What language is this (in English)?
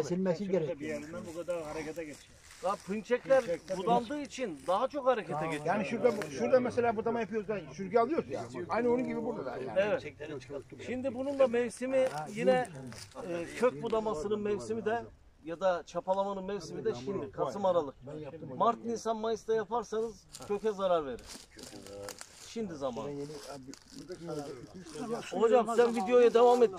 Turkish